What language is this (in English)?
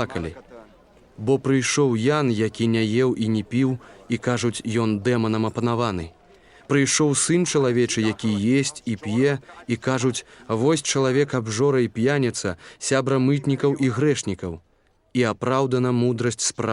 Belarusian